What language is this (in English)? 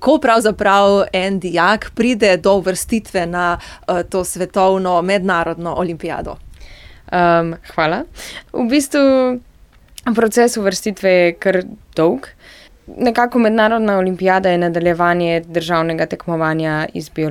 Slovenian